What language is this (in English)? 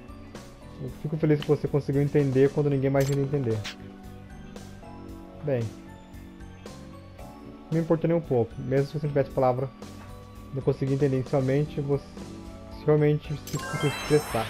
Portuguese